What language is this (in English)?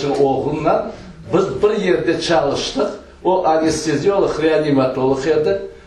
Crimean Tatar